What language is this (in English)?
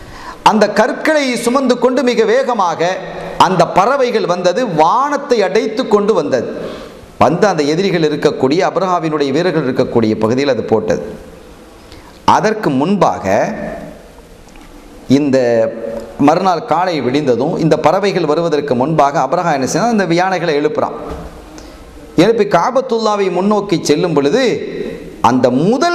Tamil